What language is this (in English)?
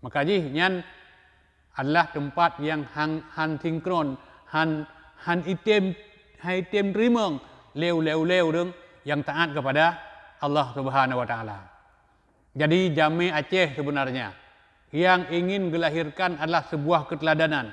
Achinese